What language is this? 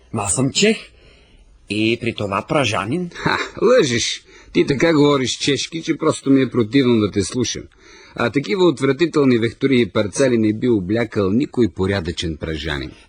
Bulgarian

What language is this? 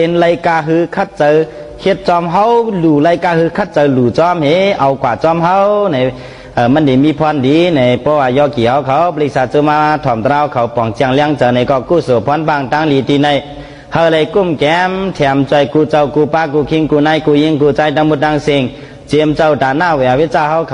Shan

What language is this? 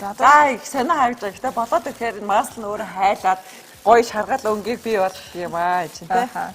Mongolian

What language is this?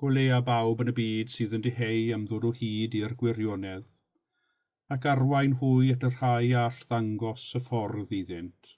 Welsh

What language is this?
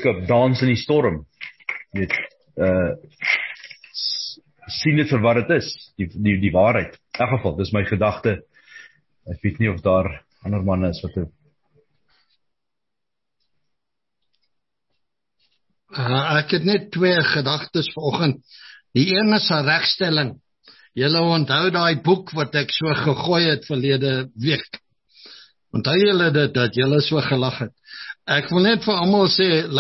Afrikaans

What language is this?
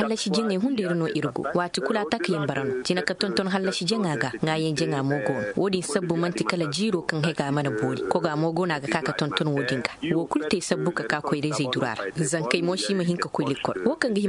Zarma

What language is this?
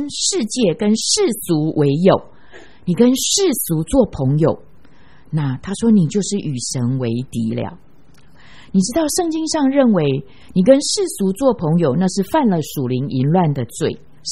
Chinese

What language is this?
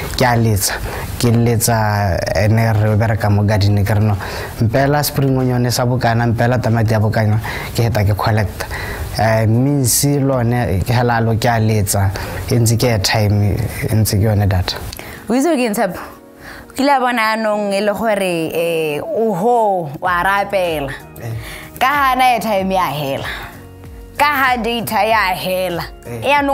Tswana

